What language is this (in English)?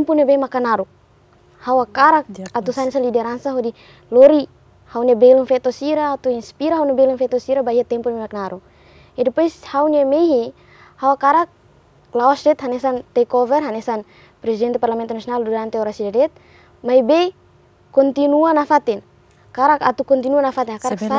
Tetum